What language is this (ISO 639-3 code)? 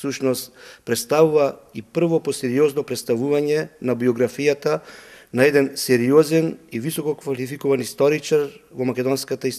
mkd